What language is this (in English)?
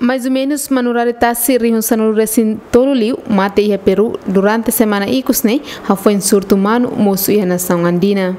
Tetum